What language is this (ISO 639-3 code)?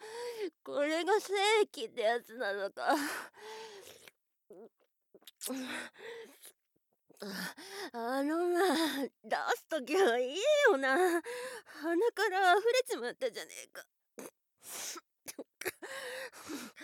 jpn